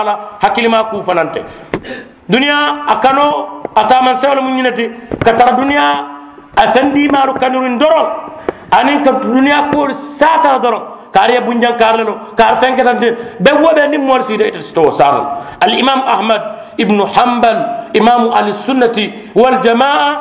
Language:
Mandingo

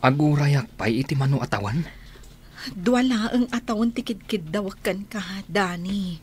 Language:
Iloko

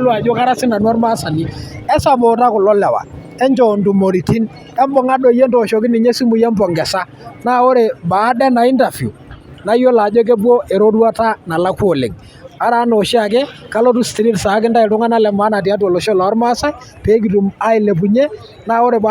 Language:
Masai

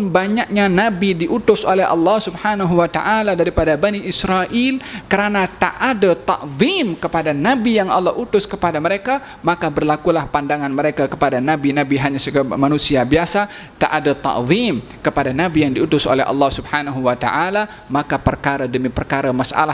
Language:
Malay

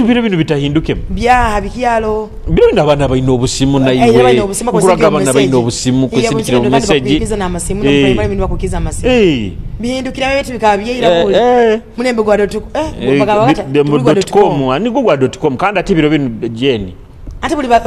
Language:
Nyoro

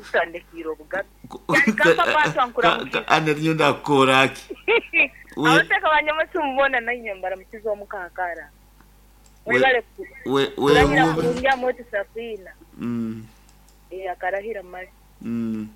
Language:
Nyoro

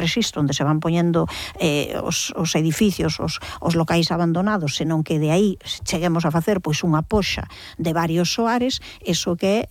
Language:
Galician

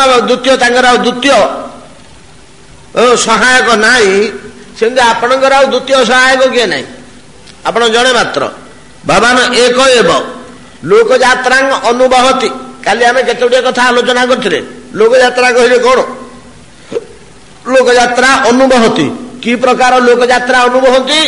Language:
Odia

